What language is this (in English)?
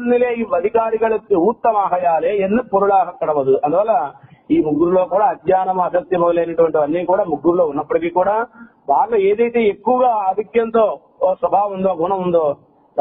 Telugu